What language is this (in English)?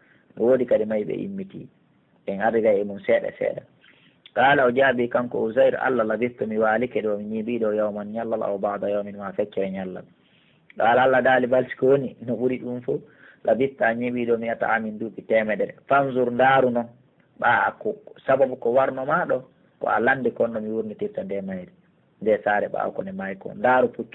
Pular